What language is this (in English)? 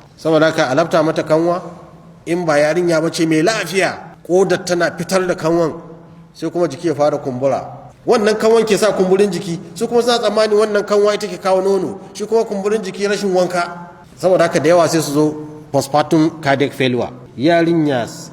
Hausa